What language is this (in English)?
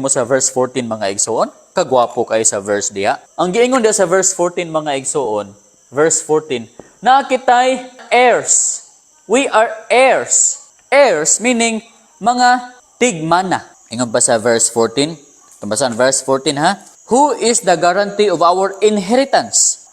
Cebuano